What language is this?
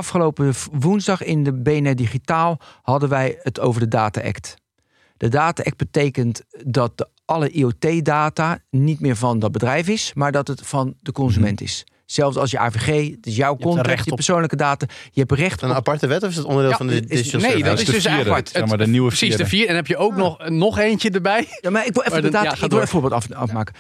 Dutch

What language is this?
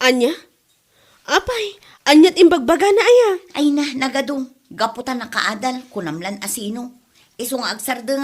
Iloko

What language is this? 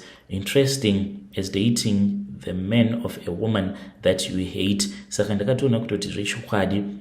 Shona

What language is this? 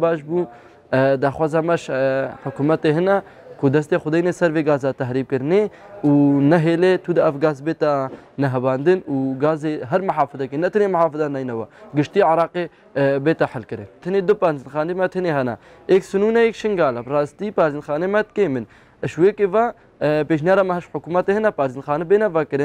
Kurdish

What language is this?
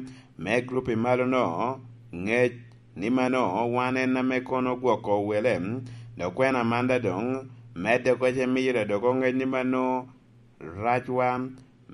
Lango (Uganda)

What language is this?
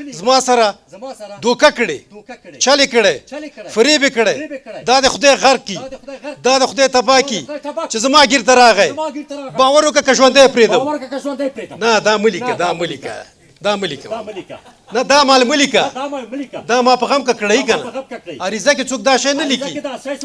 Pashto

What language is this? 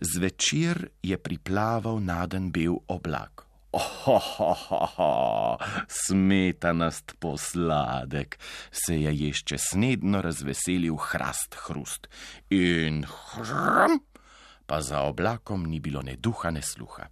Slovenian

